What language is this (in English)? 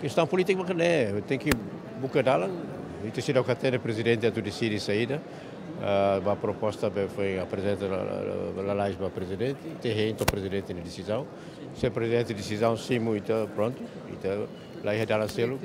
Tetum